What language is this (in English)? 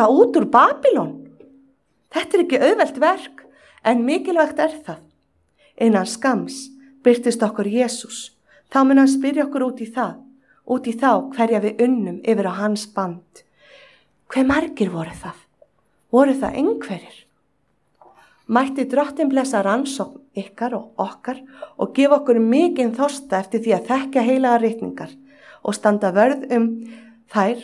Icelandic